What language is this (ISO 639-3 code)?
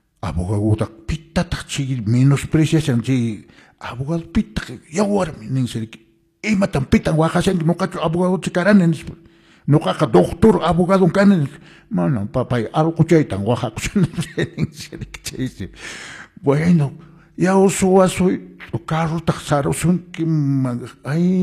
que